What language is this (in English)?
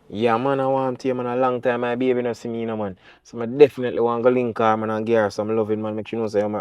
Jamaican Creole English